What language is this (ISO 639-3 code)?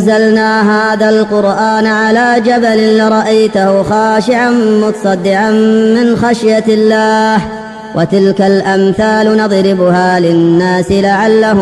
ara